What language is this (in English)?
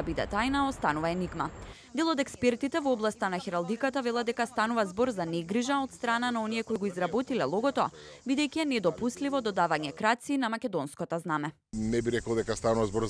Macedonian